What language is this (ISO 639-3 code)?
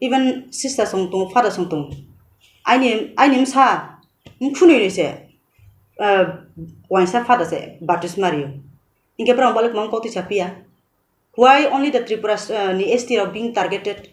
trp